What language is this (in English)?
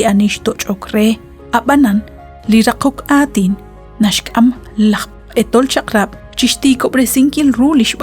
Kekchí